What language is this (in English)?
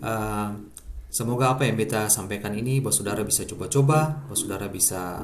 Ambonese Malay